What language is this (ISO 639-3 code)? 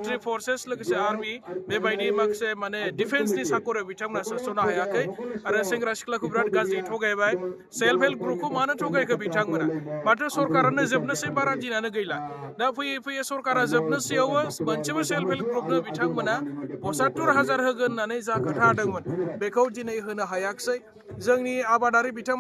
brx